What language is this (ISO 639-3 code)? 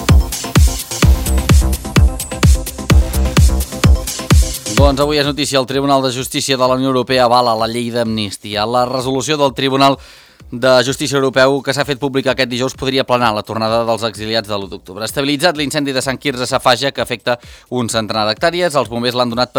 cat